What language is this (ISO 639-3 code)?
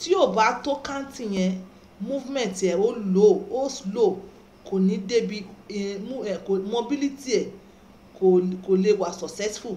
yor